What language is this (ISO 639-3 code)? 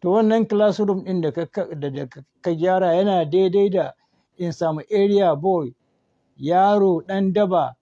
hau